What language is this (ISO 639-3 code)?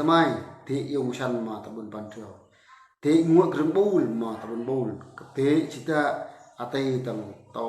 bru